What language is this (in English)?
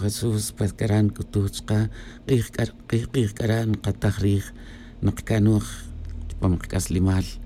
Tz'utujil